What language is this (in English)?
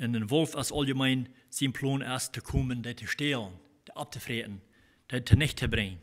Plautdietsch